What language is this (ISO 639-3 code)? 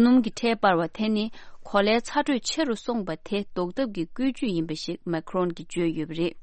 bod